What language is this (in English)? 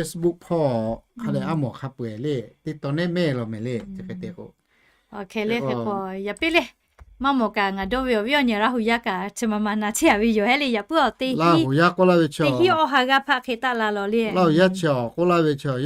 Lahu